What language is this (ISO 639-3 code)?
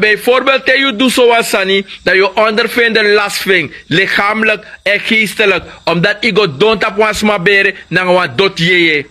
srn